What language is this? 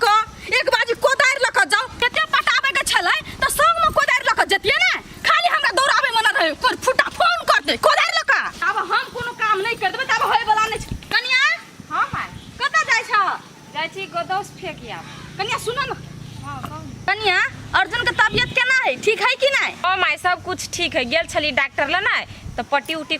Maithili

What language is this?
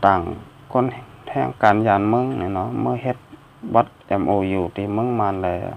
Shan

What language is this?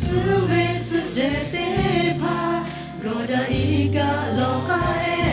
Lahu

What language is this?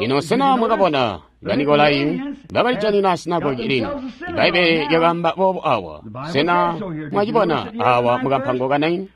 Tonga (Zambia)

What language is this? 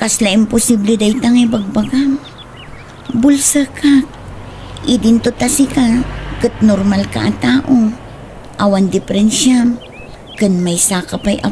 Iloko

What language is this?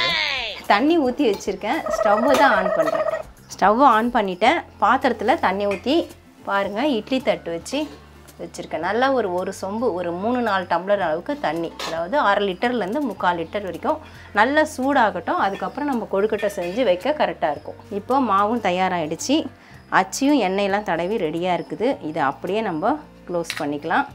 Tamil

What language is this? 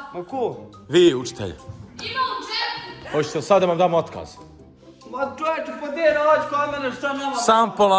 Croatian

